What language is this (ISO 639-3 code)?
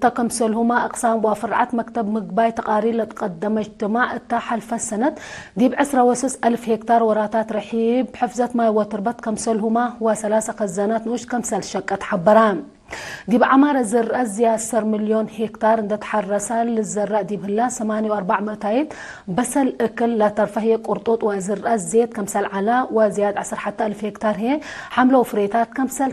tig